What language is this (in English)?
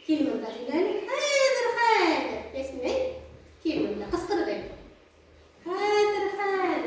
Bashkir